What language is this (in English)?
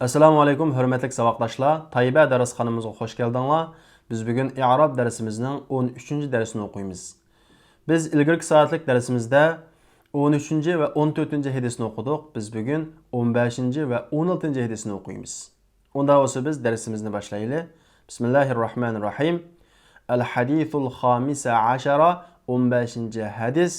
Uyghur